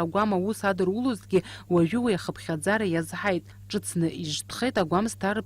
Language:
Abkhazian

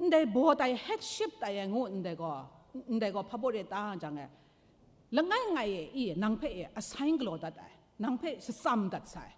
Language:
Kachin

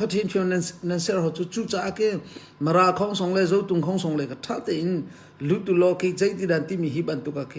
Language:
Hakha Chin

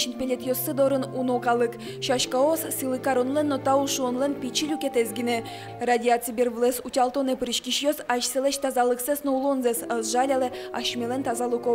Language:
Udmurt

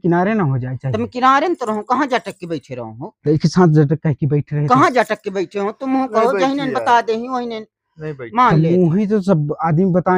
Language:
Chhattisgarhi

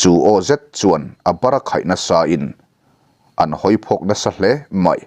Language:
Mizo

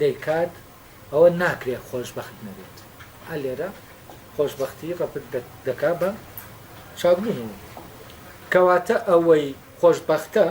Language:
Central Kurdish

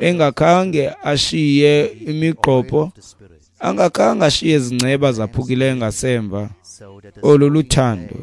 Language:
Xhosa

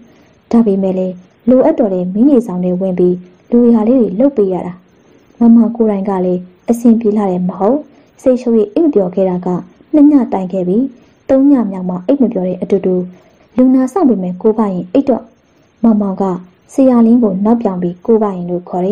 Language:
Burmese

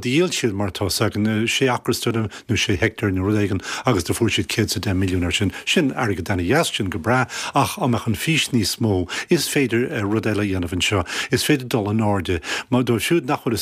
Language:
Irish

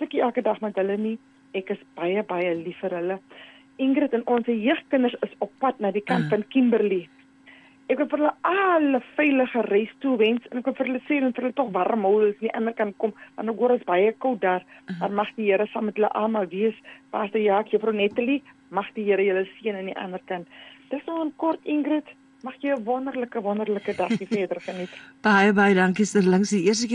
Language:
Afrikaans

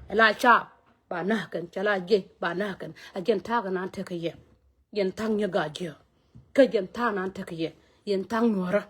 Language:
Nuer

